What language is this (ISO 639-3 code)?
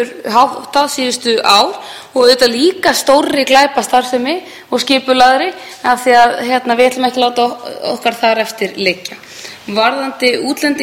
isl